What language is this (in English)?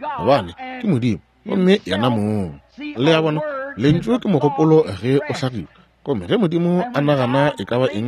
Northern Sotho